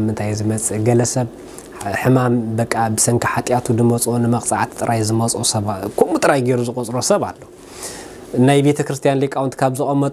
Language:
Tigrinya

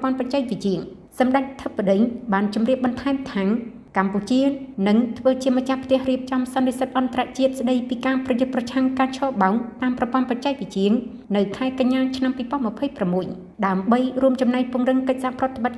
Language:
Khmer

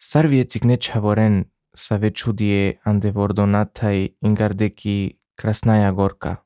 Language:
Slovenian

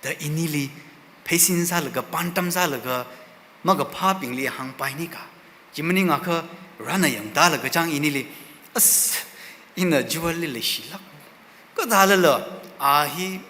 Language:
Tangkhul Naga (India)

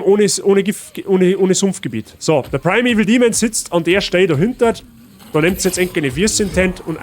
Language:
Bavarian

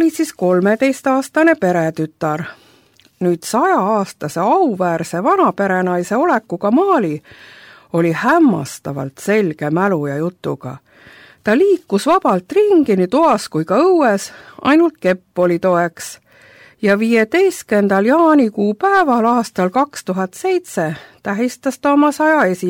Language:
Estonian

